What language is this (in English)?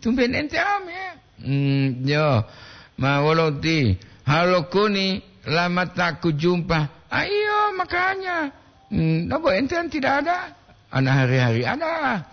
Gorontalo